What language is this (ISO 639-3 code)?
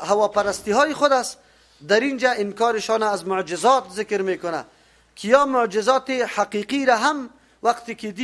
fas